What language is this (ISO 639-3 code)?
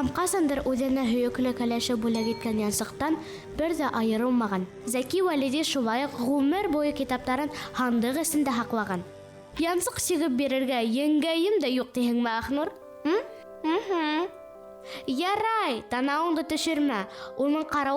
bak